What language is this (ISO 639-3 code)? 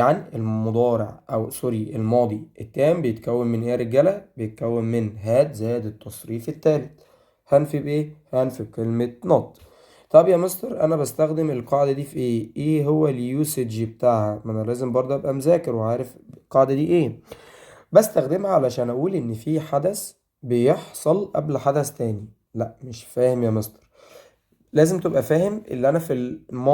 arz